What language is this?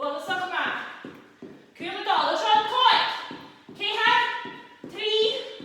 Scottish Gaelic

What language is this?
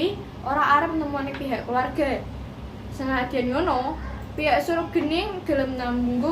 Javanese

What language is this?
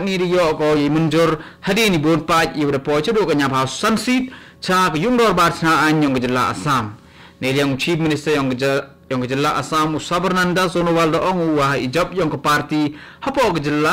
Khasi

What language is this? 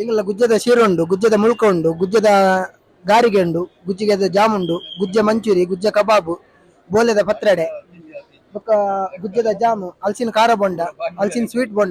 Tulu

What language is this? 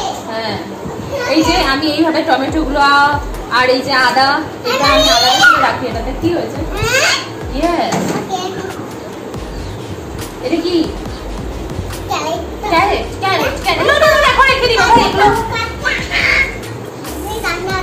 Bangla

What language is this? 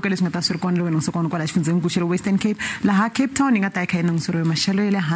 Tsonga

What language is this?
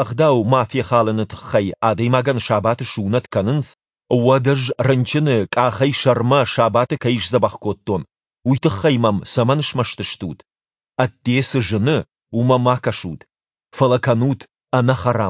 Ossetic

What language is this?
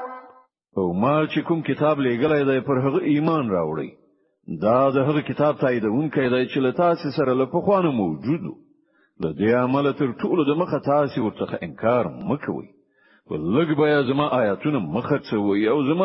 Pashto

